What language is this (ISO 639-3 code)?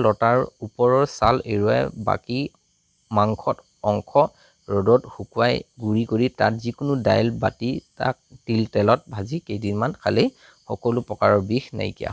asm